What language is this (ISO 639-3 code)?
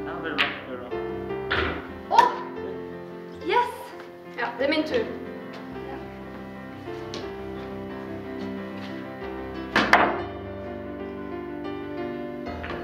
nor